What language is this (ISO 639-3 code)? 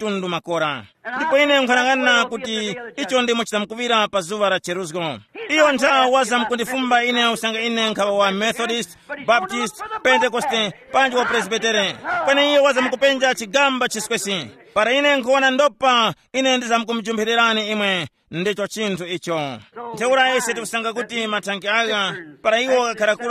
tum